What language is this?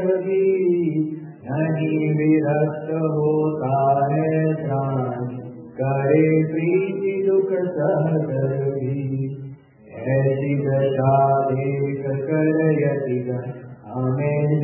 Gujarati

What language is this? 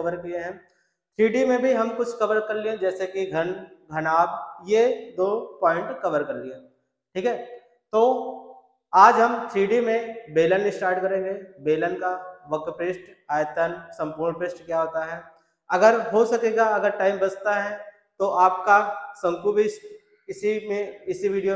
Hindi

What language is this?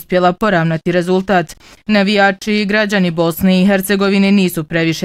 Bosnian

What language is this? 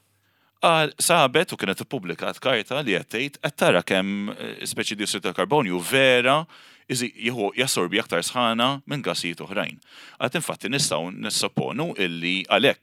Maltese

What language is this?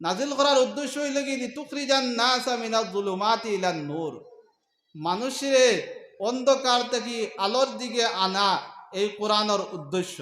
Sylheti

